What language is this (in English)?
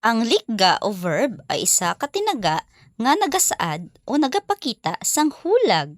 Hiligaynon